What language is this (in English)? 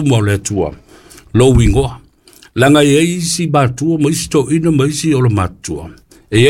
Samoan